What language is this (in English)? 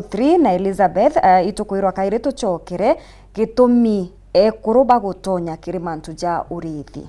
Meru